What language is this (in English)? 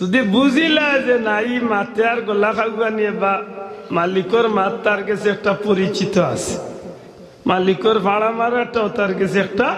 Sylheti